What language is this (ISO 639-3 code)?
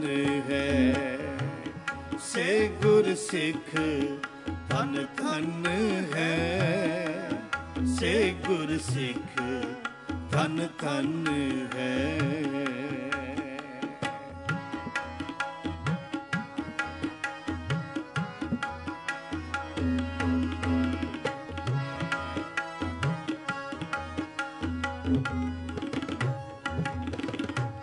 pan